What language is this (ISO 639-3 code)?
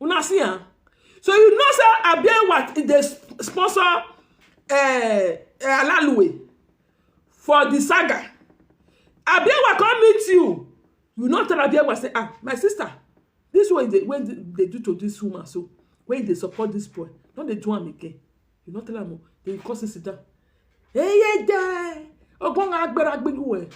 pcm